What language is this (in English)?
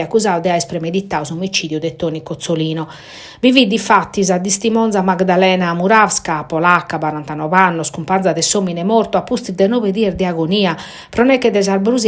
Sardinian